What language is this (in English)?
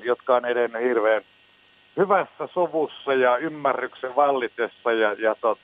Finnish